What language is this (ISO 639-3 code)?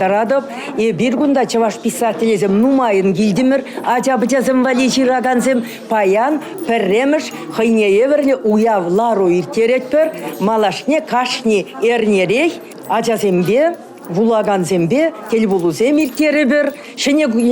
chv